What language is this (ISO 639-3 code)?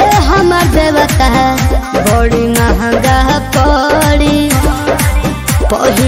bho